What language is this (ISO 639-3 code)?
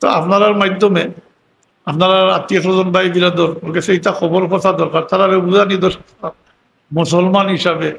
syl